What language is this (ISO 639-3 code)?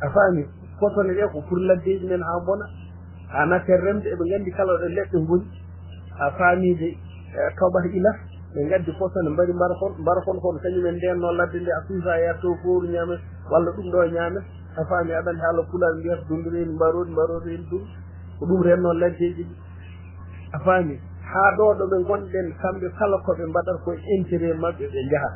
ful